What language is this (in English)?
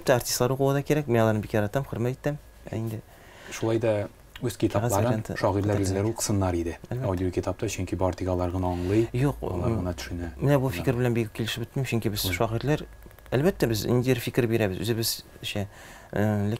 Tatar